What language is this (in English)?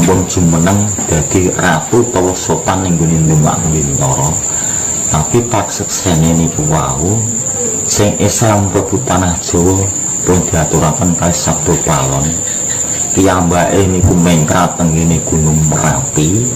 Javanese